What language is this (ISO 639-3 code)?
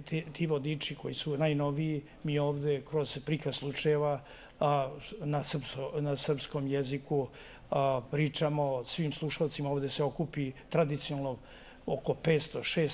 srp